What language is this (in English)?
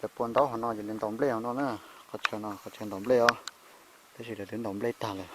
Hmong